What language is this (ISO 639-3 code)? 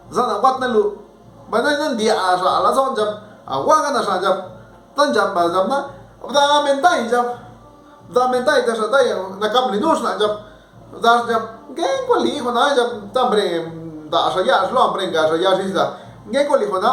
zap